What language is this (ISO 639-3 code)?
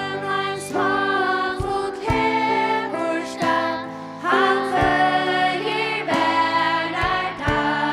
fao